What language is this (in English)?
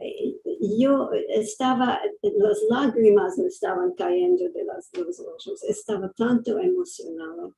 Ladino